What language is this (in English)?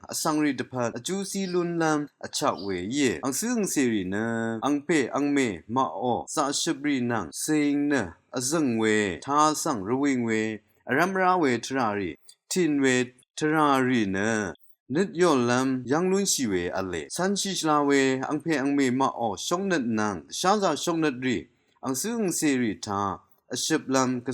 Rawang